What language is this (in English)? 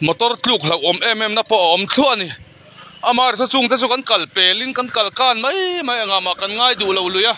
Hakha Chin